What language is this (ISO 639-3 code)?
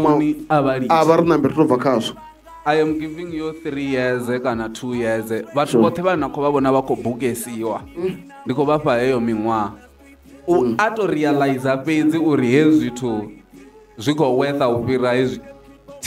ven